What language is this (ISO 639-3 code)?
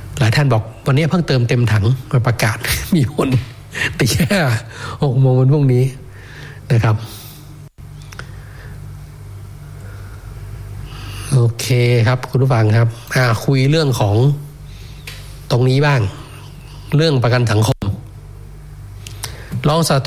tha